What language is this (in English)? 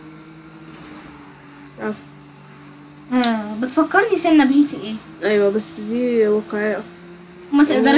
Egyptian Arabic